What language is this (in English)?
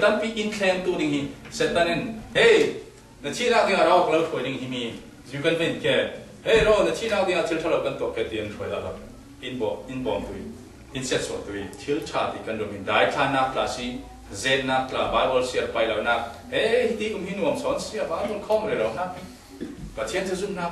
Falam Chin